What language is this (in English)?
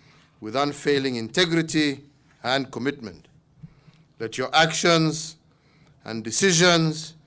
Kamba